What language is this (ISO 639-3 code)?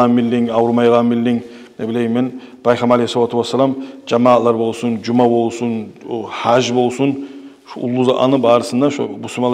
kum